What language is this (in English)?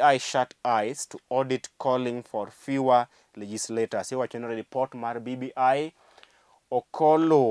Luo (Kenya and Tanzania)